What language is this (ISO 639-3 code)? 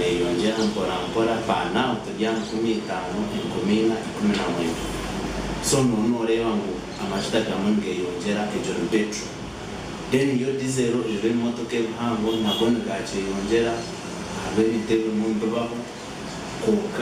nyn